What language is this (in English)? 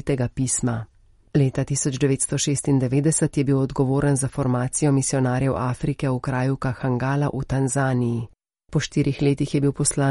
Slovenian